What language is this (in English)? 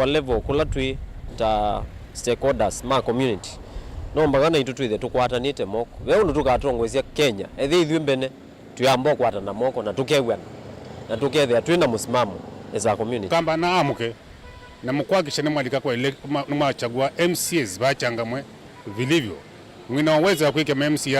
Kamba